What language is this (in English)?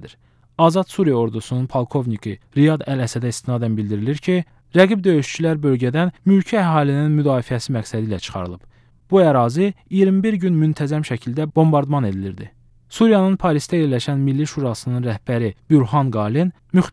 Azerbaijani